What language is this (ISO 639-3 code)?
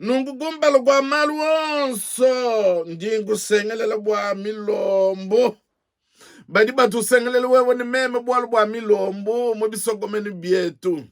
lua